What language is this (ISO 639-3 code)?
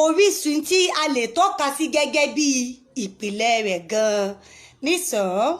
yor